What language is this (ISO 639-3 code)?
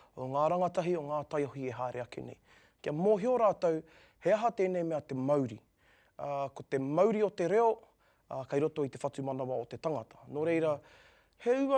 mri